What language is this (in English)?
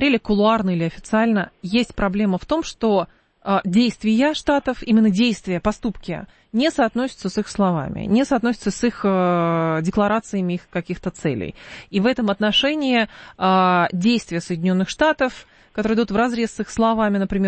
Russian